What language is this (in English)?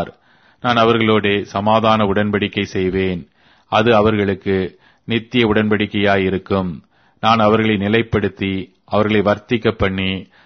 Tamil